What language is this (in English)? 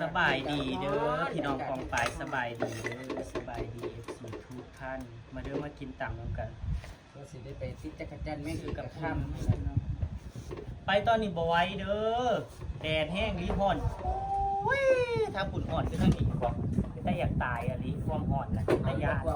Northeastern Thai